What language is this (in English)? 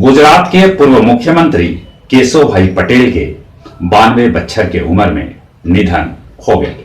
Magahi